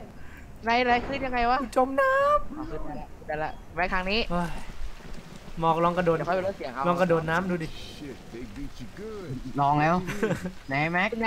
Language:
Thai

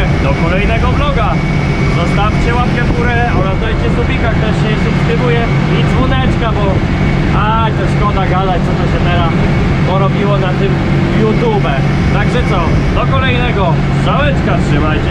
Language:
Polish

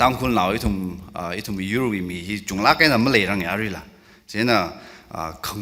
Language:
Tangkhul Naga (India)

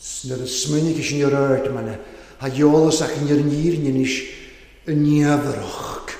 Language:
Welsh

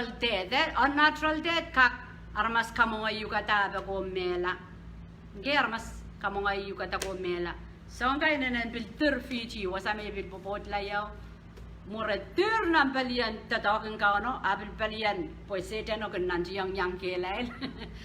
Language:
Pohnpeian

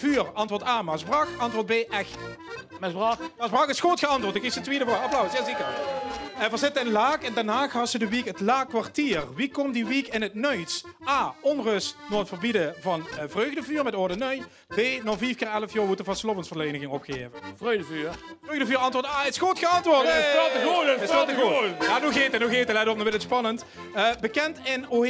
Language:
Limburgish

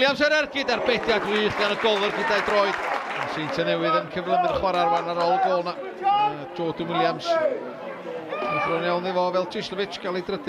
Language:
Welsh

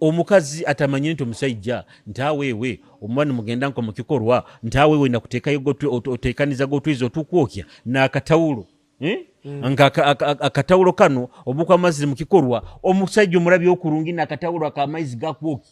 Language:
Nyoro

